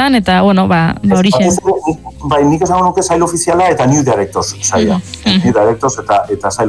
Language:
Basque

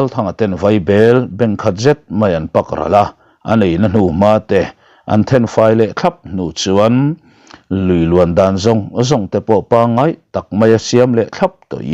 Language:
Mizo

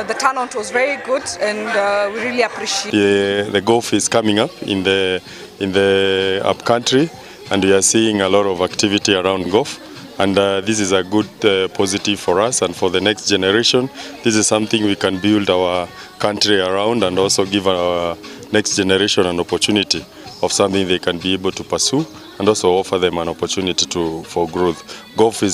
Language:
Gusii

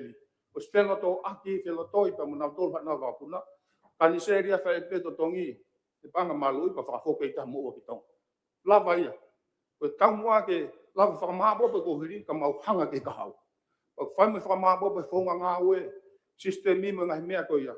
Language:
Tongan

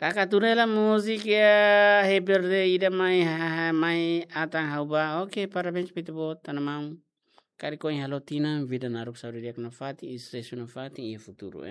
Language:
Tetum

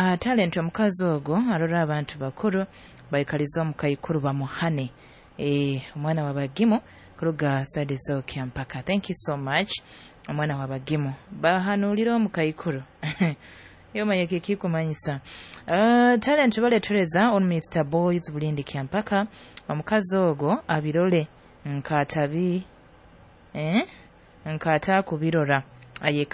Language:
Nyoro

